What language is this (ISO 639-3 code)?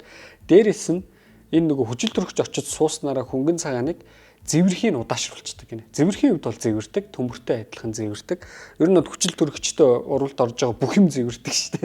mon